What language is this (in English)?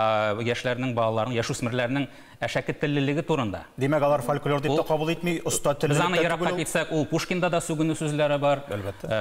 Tatar